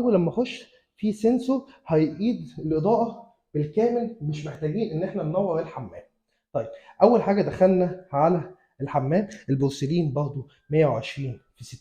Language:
Egyptian Arabic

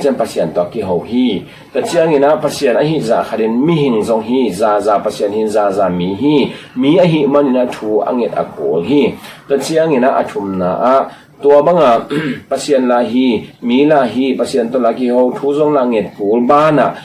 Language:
Tedim Chin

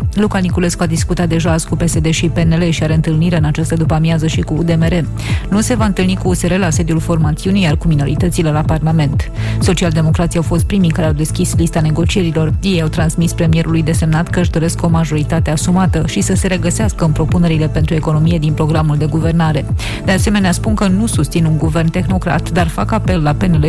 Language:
Romanian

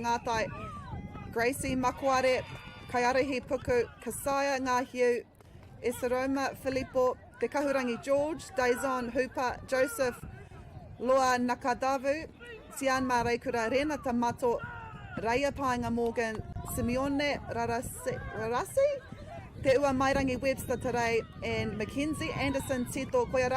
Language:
Māori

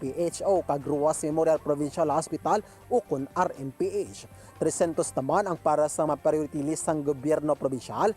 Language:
Hiligaynon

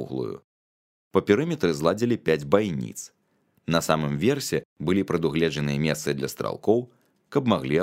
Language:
Belarusian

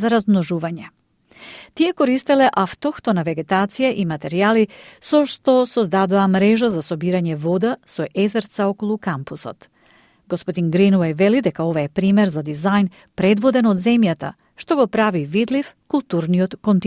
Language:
Macedonian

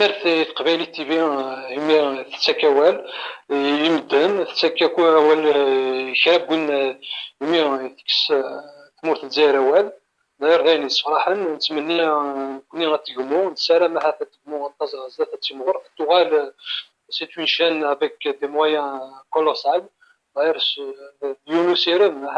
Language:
Kabyle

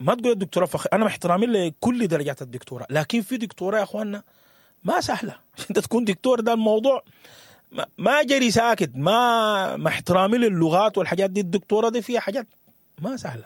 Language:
Sudanese Arabic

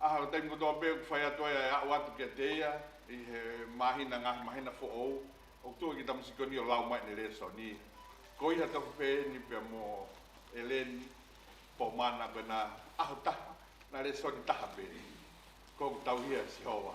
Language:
Tongan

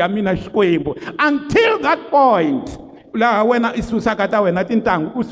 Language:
Tsonga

